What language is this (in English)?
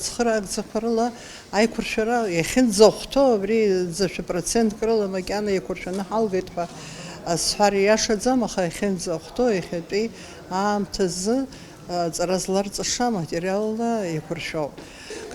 Abkhazian